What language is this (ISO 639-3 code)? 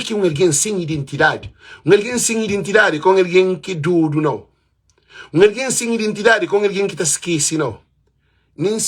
kea